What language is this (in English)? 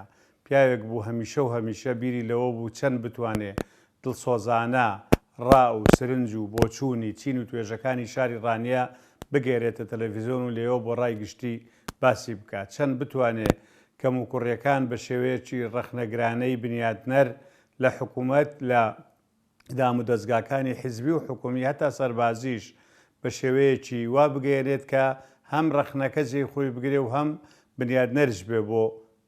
Central Kurdish